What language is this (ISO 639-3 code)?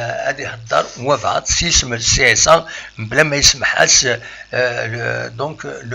kab